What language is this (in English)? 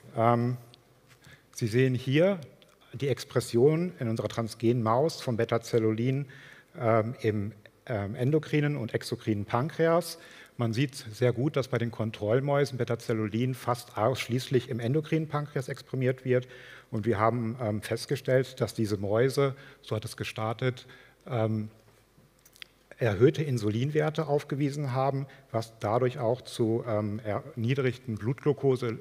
German